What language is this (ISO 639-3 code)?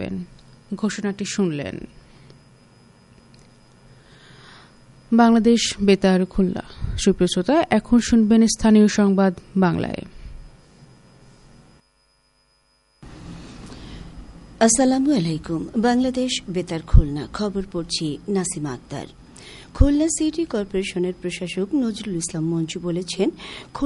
ben